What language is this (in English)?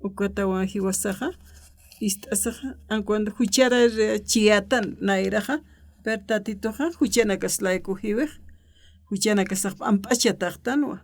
Aymara